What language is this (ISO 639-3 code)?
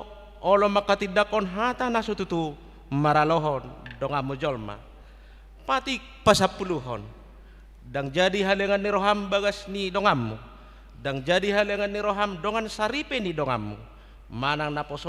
bbc